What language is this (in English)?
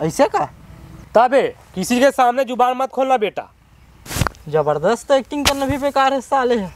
Chhattisgarhi